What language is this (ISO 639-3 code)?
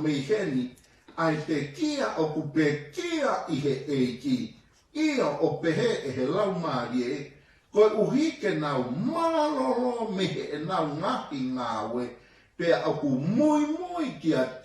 ton